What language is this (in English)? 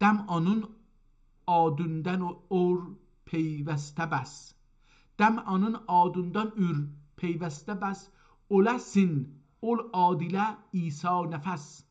South Azerbaijani